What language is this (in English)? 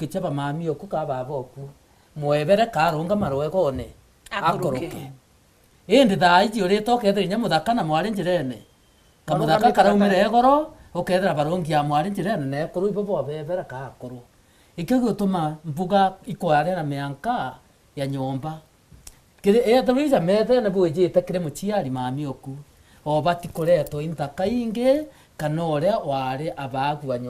Meru